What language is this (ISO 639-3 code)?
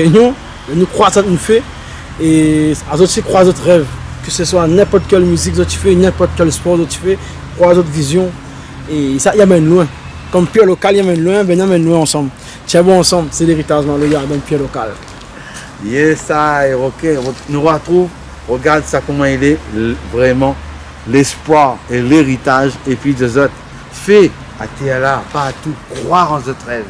rcf